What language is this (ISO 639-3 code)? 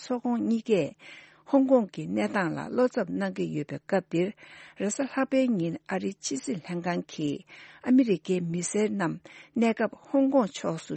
bod